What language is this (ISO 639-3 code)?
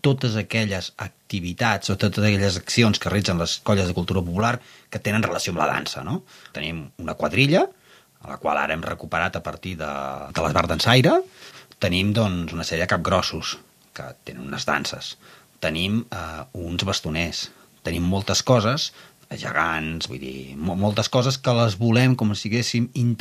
cat